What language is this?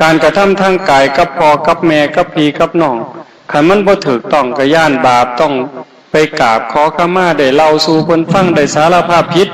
Northeastern Thai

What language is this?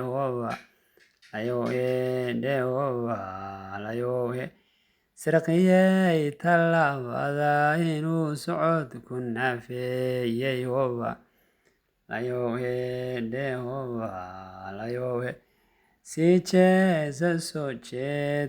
Somali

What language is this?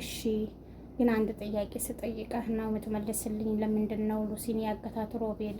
Amharic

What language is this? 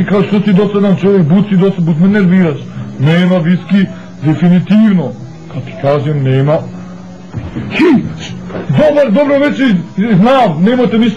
Bosnian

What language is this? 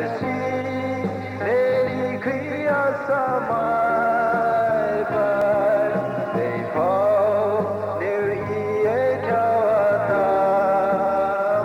Poumei Naga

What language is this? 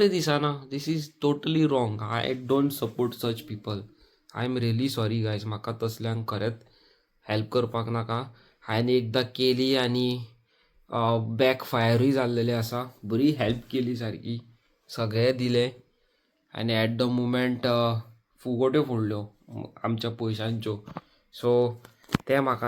Konkani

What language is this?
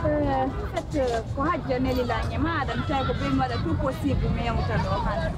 Pular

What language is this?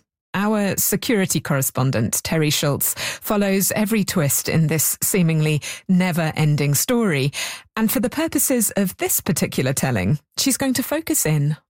English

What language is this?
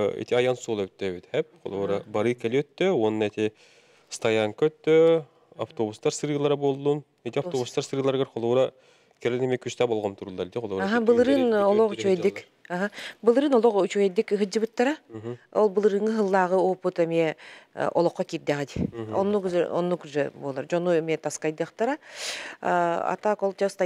Yakut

